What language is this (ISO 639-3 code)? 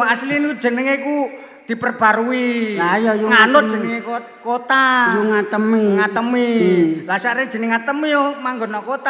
jav